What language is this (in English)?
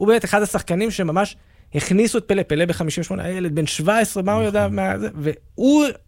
Hebrew